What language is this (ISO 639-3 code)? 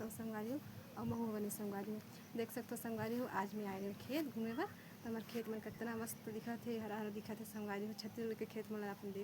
hne